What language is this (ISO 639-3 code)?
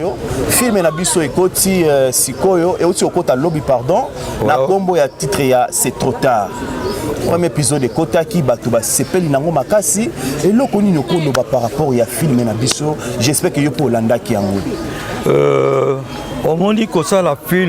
lin